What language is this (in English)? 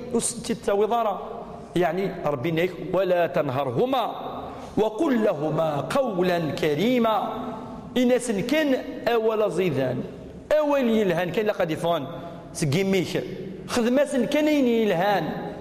Kabyle